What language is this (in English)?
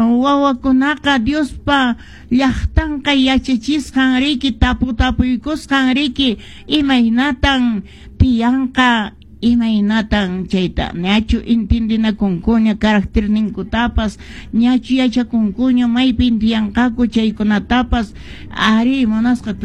Quechua